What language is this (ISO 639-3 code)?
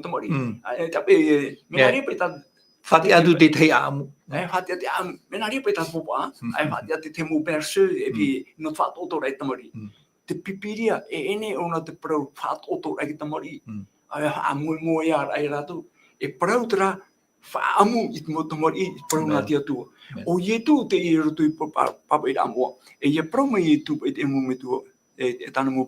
tah